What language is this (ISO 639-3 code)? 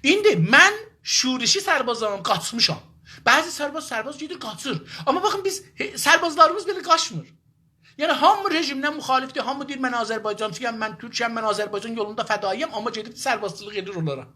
azb